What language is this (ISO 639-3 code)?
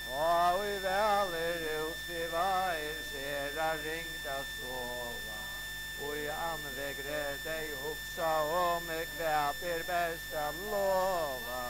fao